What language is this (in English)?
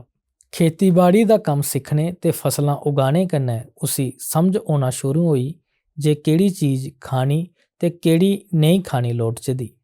Dogri